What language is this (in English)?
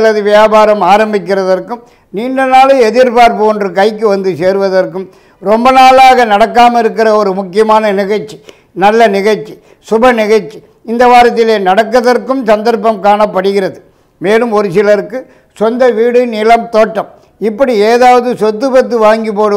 Tamil